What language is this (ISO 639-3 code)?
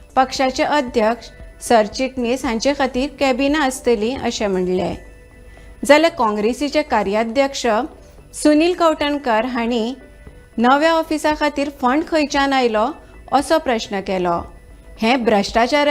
kok